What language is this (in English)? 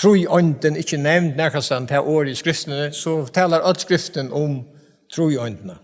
Faroese